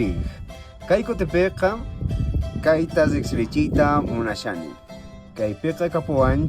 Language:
South Bolivian Quechua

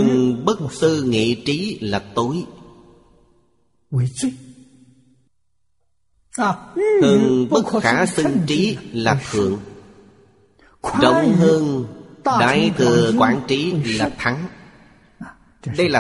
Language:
Vietnamese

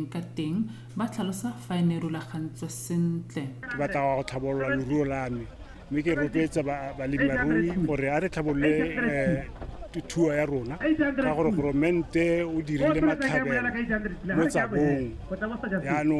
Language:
Tswana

